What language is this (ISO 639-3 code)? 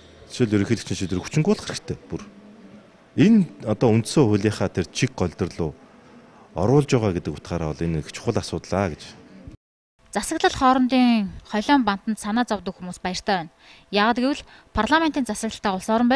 mon